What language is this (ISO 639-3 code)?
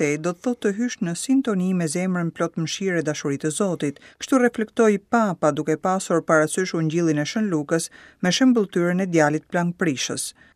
sqi